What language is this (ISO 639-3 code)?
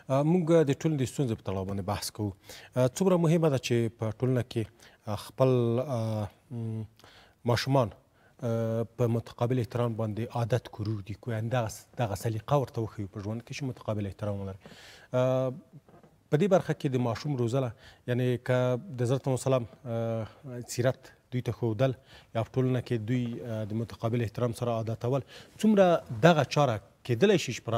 pus